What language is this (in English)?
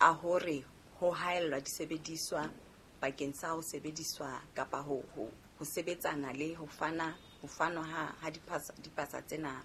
Southern Sotho